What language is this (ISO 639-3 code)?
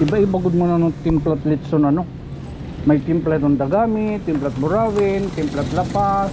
war